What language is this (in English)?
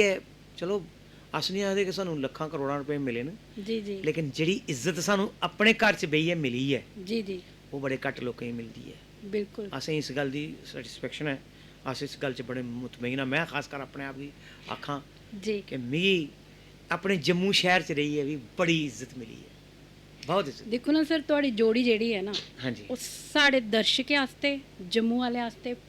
Dogri